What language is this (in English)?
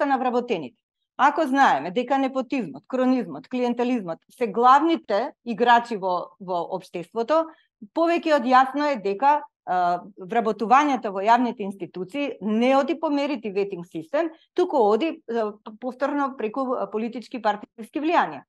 Macedonian